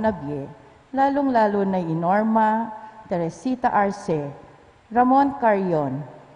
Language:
Pampanga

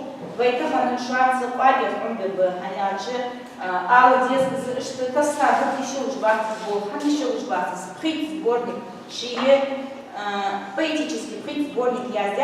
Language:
Ingush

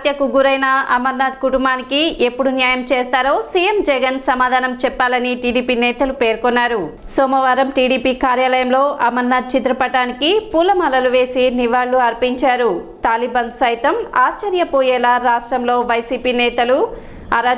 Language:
Telugu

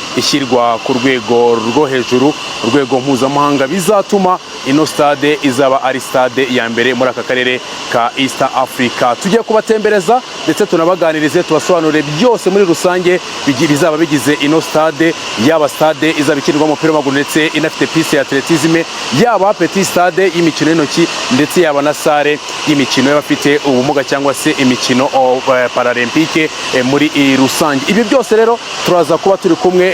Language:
Kinyarwanda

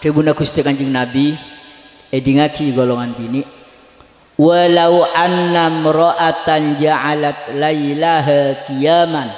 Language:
Madurese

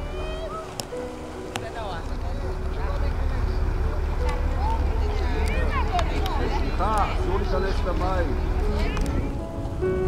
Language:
Hebrew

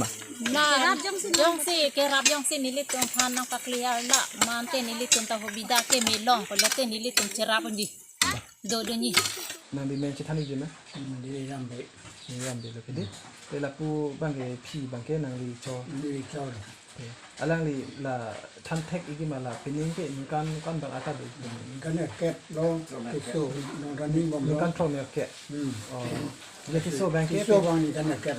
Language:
Karbi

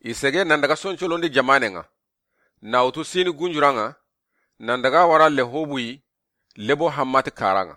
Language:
Soninke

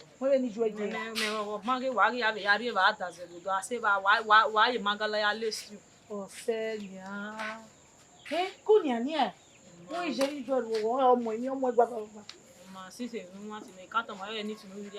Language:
Bini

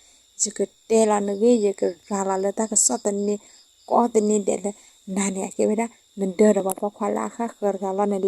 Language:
S'gaw Karen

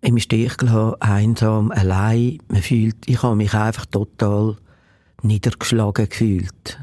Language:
Swiss German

